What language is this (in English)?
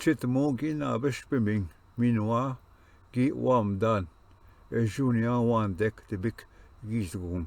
Ojibwa